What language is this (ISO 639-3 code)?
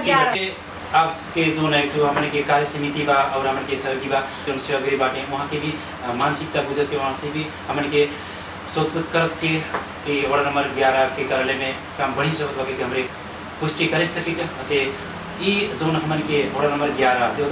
bho